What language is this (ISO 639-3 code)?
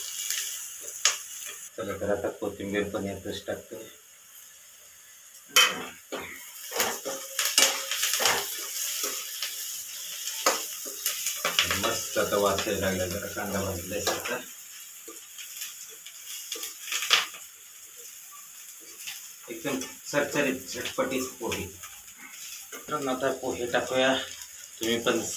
mar